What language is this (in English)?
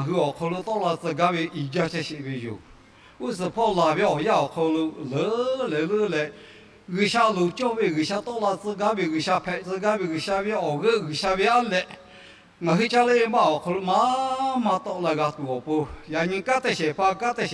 Lahu